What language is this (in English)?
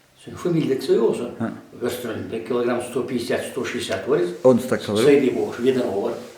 Chechen